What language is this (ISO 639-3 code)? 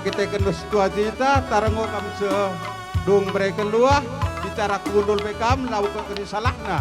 btx